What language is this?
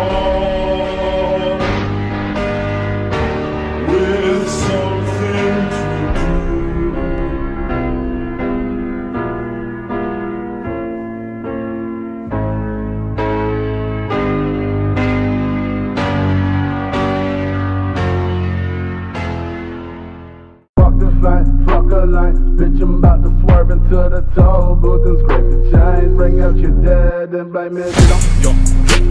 English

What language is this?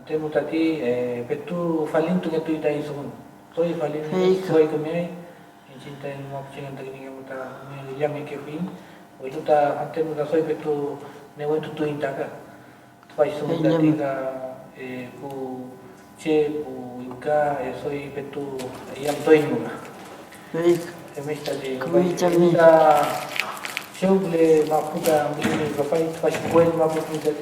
Mapuche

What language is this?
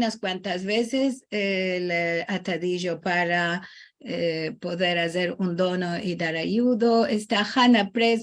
Ladino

